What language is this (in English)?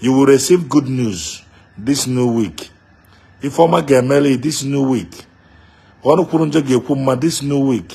Igbo